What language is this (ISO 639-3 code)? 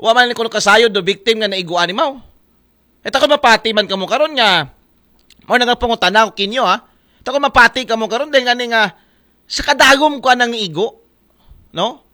akl